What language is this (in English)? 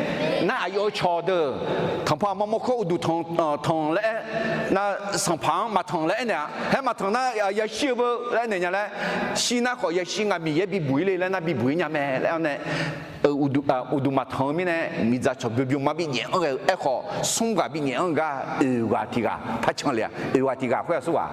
Akha